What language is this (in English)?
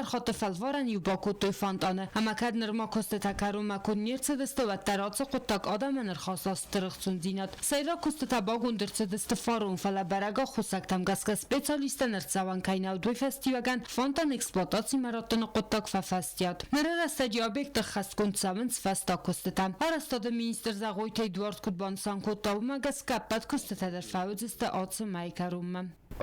Ossetic